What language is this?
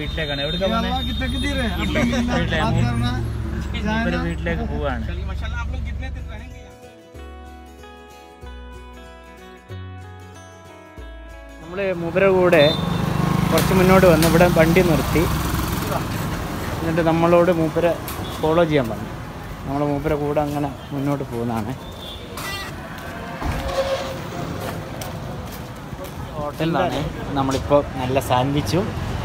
Malayalam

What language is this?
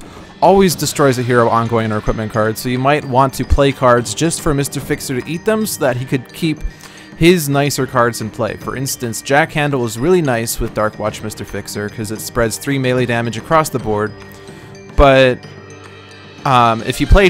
English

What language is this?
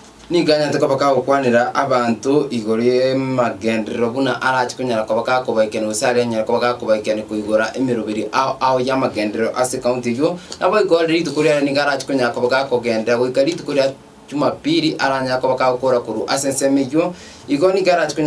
Gusii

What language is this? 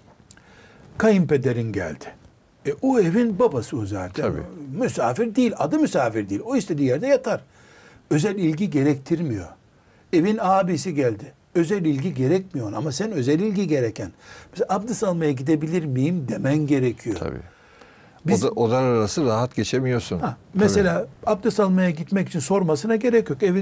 Turkish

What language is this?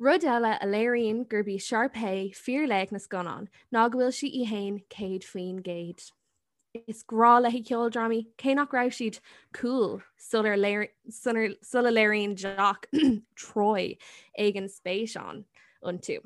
Irish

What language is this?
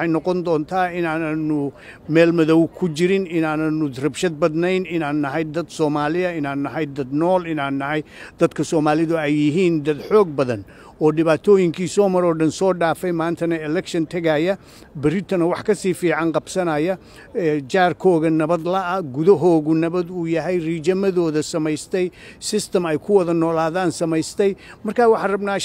Somali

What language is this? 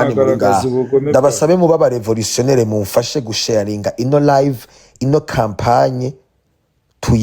Rundi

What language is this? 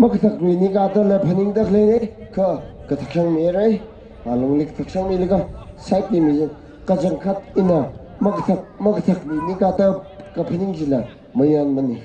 Tangkhul Naga (India)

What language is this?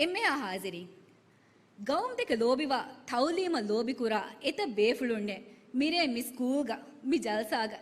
Divehi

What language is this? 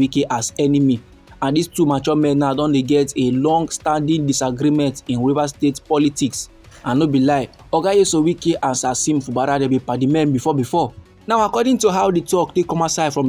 Nigerian Pidgin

